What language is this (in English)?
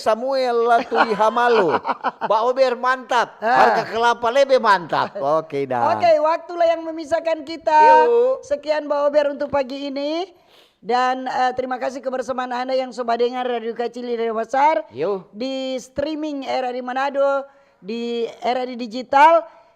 Manado Malay